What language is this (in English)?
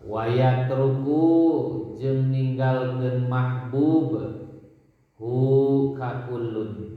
Sundanese